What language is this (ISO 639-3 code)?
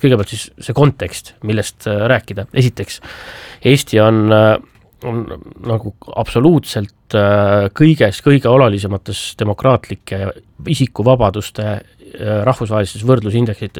est